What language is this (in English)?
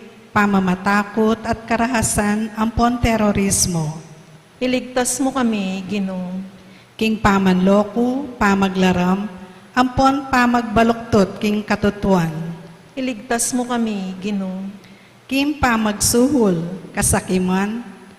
Pampanga